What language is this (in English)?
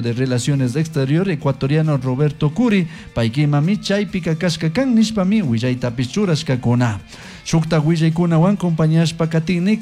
Chimborazo Highland Quichua